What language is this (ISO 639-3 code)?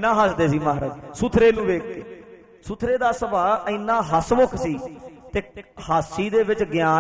pan